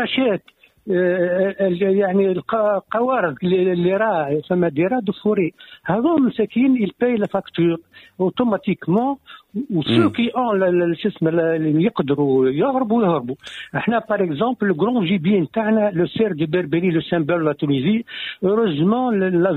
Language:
Tunisian Arabic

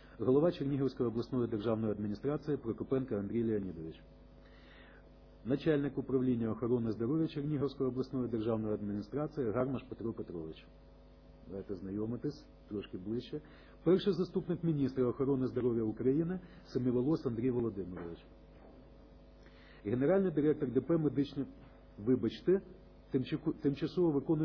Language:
Ukrainian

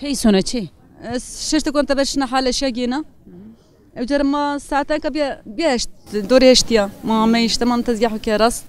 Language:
Zaza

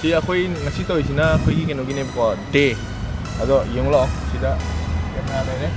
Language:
Manipuri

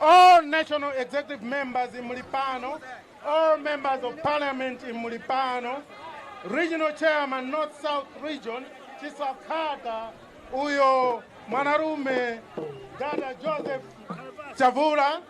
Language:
Nyanja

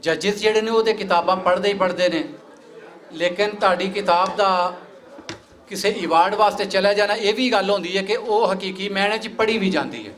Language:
Western Panjabi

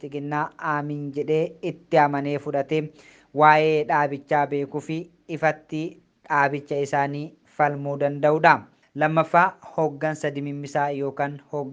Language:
Oromo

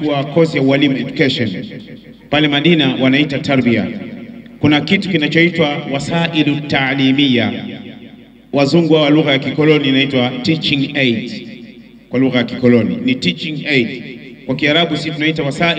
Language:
Swahili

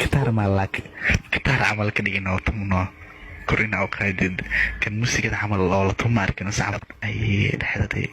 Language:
Somali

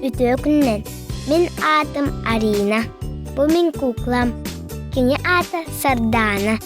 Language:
Yakut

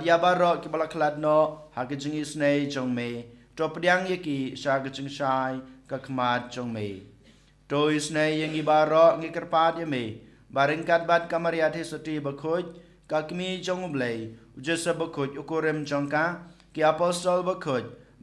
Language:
Khasi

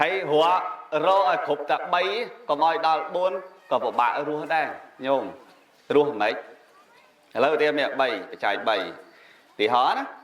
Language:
Khmer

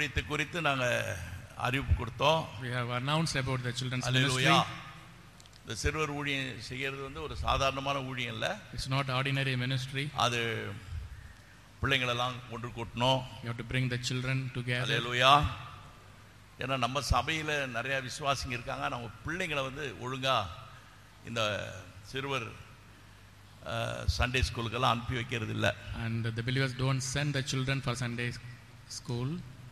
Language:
Tamil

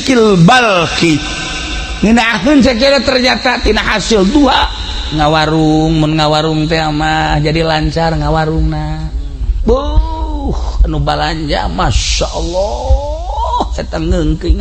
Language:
Sundanese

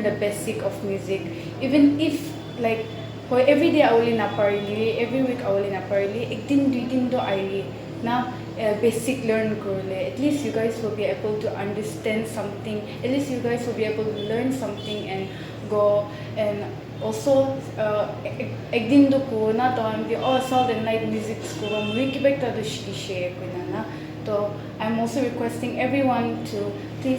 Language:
Naga Pidgin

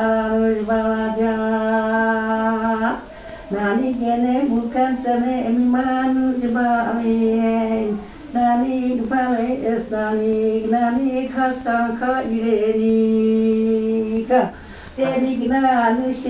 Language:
Armenian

